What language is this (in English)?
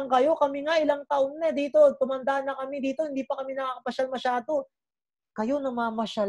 Filipino